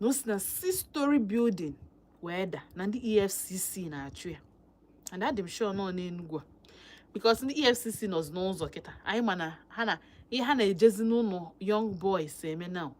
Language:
Igbo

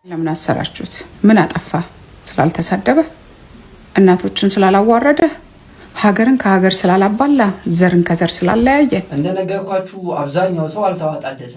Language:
Amharic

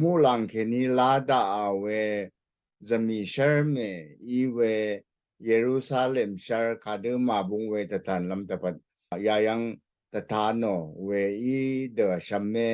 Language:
Rawang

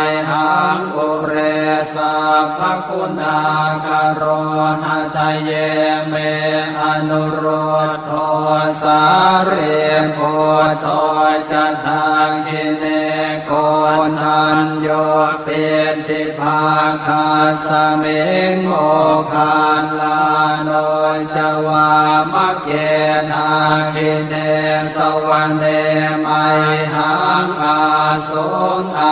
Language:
Pali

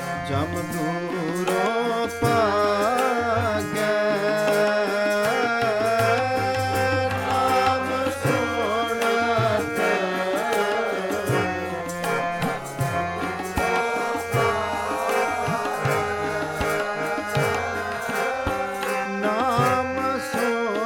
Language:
Punjabi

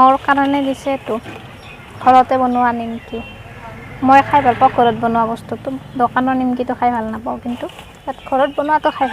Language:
Assamese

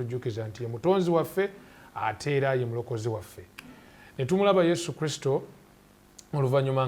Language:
Ganda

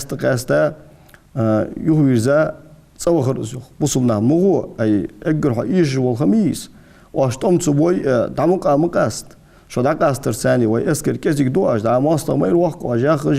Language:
Ingush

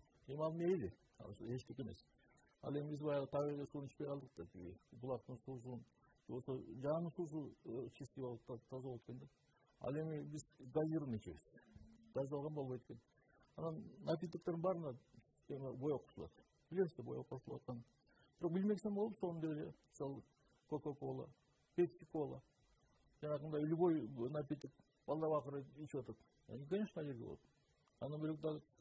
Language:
Kyrgyz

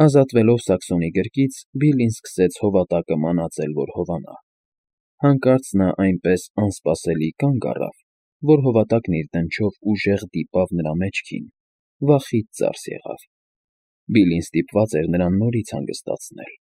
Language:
Armenian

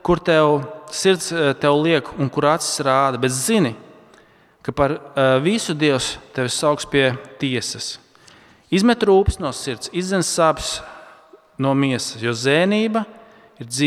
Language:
Latvian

